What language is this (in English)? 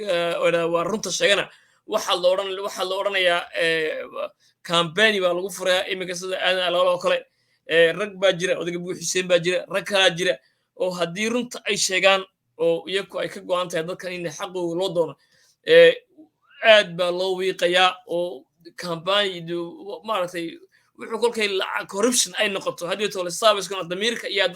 Somali